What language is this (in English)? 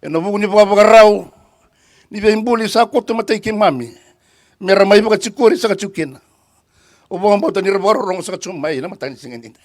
Fijian